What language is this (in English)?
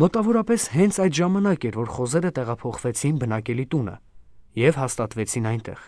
Armenian